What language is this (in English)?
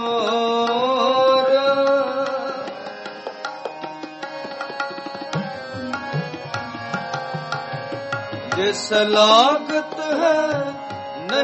Punjabi